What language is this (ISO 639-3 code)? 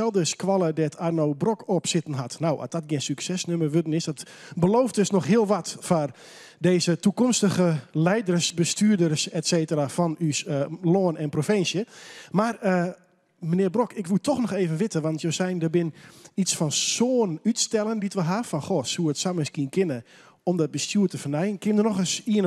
fry